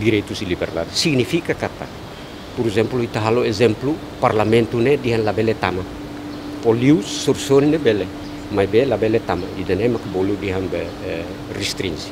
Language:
Tetum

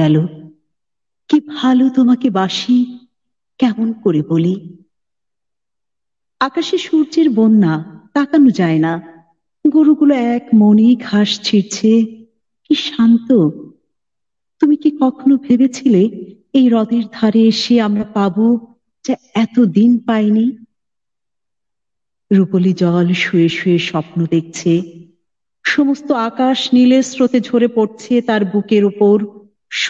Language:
Bangla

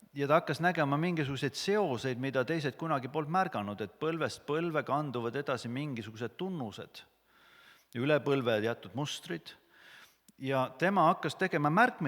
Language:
Estonian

